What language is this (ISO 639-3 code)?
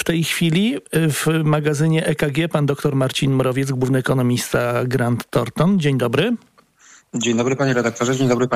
pol